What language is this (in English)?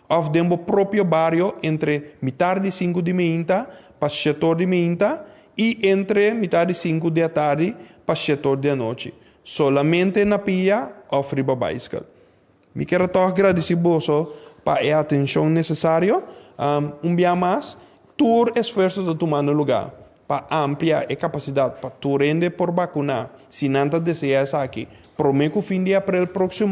Papiamento